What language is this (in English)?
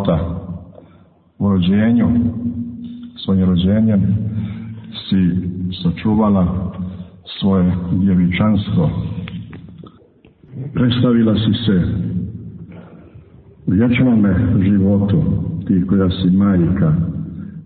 Serbian